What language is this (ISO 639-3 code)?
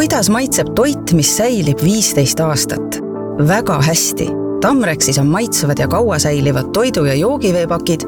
est